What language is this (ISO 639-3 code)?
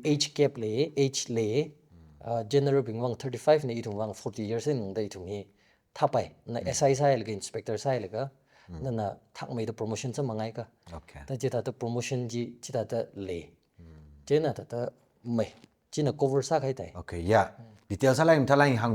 nmf